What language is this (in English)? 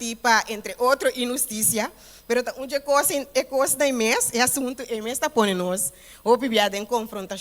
Papiamento